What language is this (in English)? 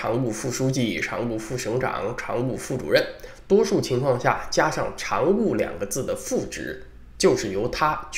Chinese